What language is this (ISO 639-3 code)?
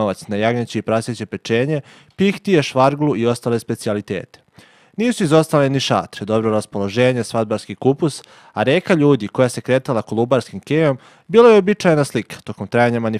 srp